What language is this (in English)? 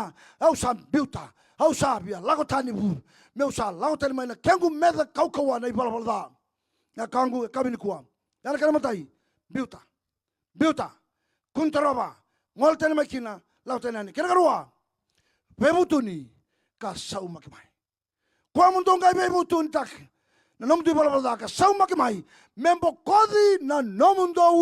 Fijian